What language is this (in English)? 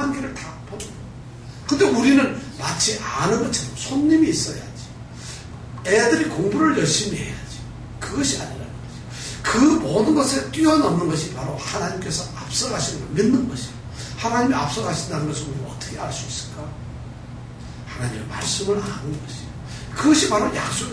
Korean